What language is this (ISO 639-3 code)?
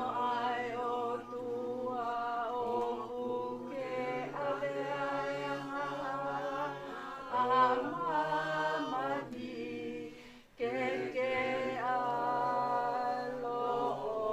ton